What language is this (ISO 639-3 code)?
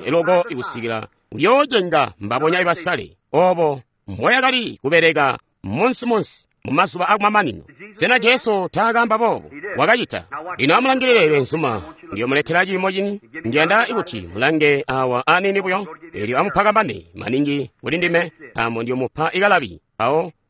toi